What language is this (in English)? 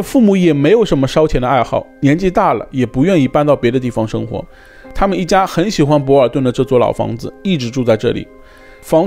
Chinese